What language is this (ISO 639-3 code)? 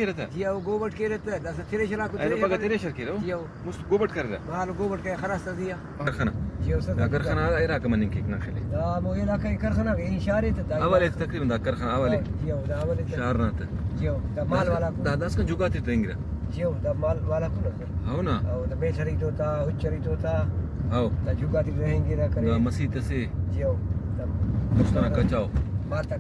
brh